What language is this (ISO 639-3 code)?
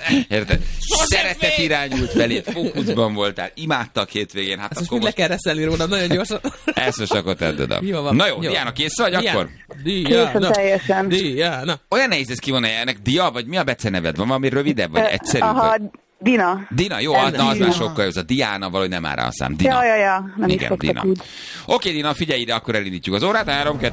hun